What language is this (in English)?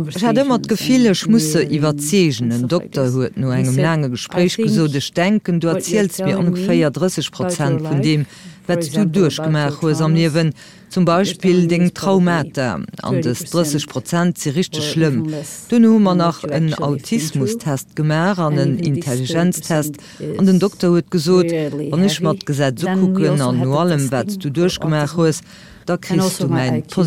Luxembourgish